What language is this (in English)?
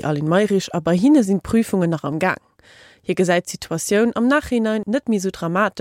Luxembourgish